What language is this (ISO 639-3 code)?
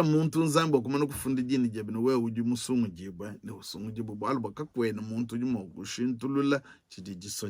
lua